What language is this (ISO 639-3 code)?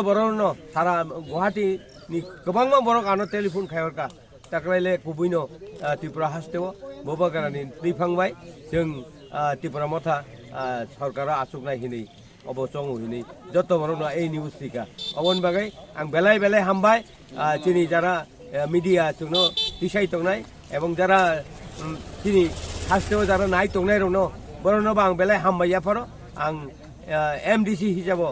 trp